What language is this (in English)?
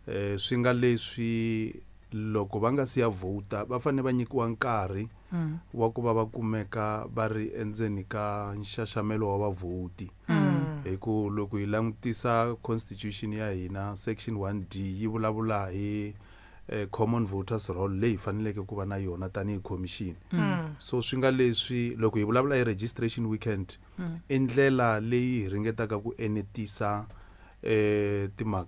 Tsonga